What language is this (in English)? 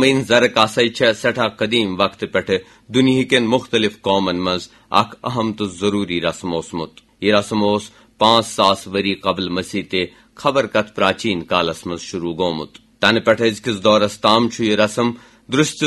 Kashmiri